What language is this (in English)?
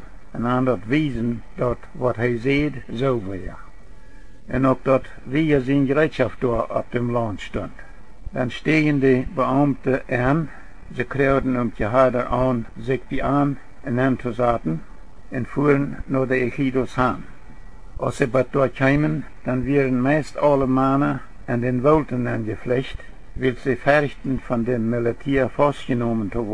Plautdietsch